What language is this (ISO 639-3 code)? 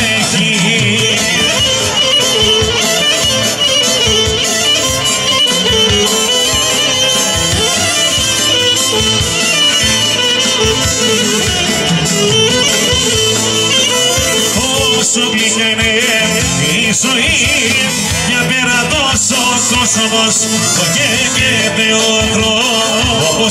ell